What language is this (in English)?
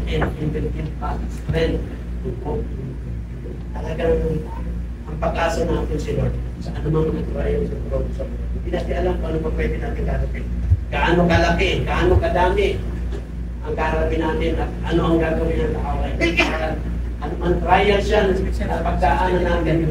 Filipino